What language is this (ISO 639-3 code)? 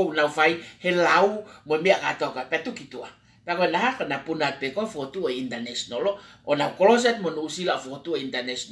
ton